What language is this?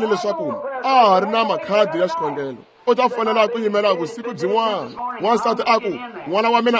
Tsonga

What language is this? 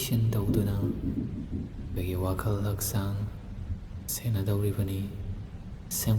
Manipuri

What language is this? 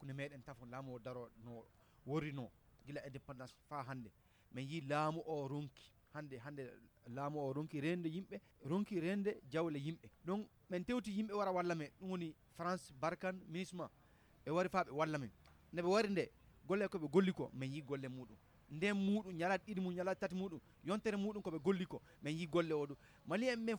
Nigerian Fulfulde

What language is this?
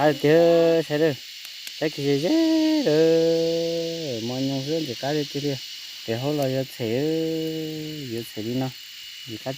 Hmong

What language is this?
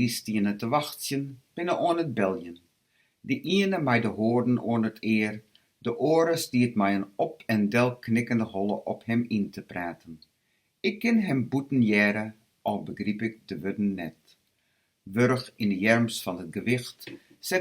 Western Frisian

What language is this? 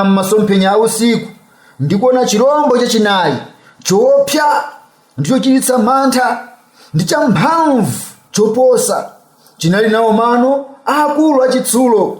Nyanja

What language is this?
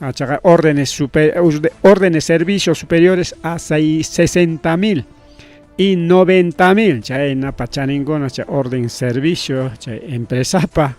Ayacucho Quechua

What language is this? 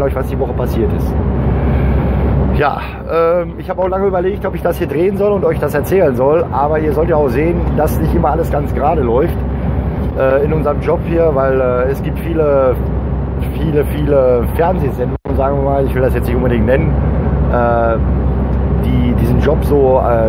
German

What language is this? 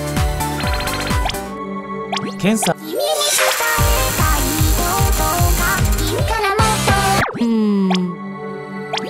Japanese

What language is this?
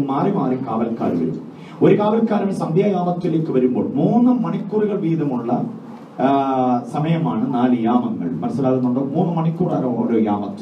Malayalam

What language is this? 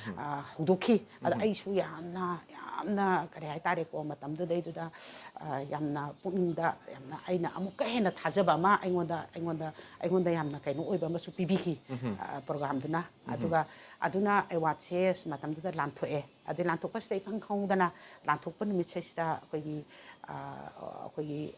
Manipuri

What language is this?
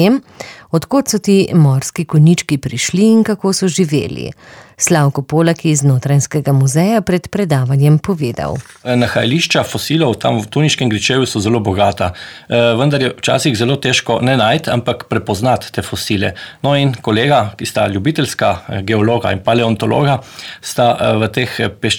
Slovenian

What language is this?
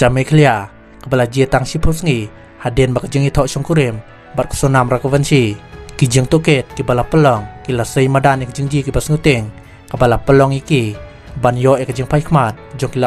Khasi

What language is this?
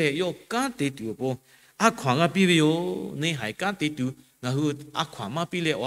Lahu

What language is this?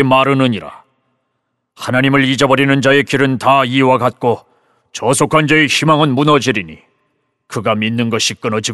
Korean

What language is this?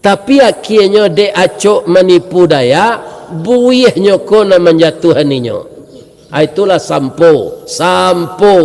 Minangkabau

